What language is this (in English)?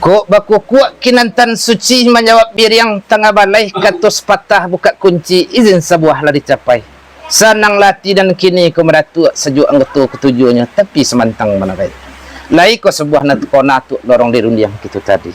Minangkabau